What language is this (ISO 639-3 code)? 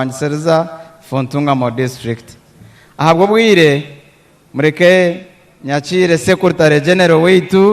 nyn